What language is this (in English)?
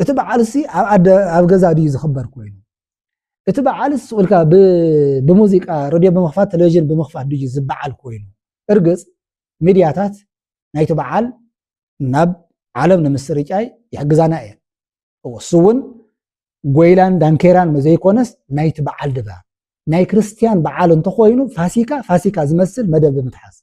Tigrinya